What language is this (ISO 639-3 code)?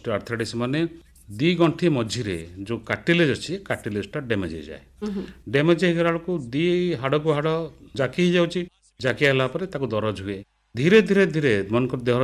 ori